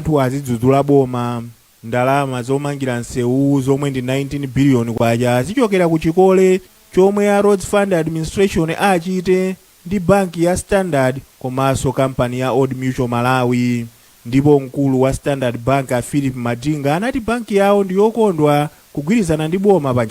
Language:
Nyanja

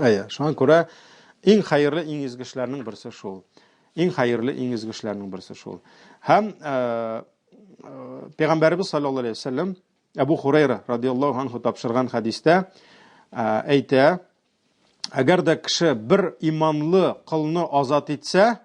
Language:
Tatar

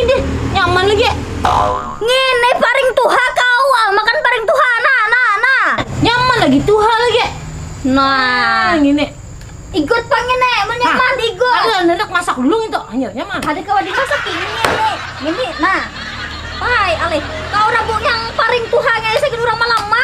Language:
Banjar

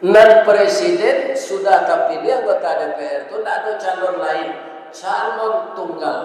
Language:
Minangkabau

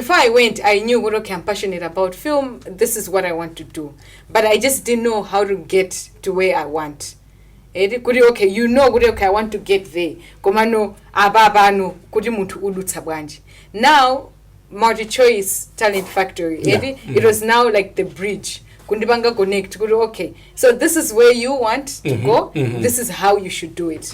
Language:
Nyanja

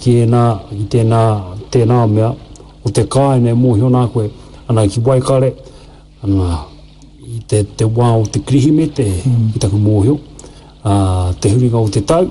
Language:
Māori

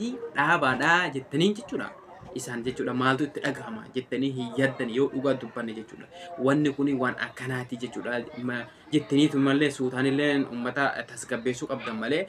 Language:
Oromo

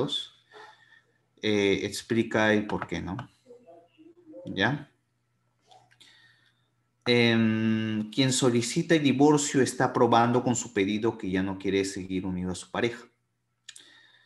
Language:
Spanish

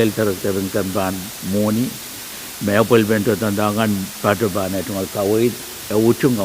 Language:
Pohnpeian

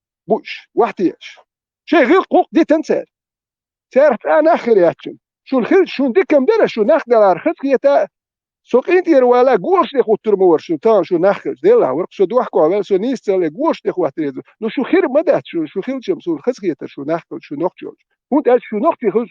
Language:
Chechen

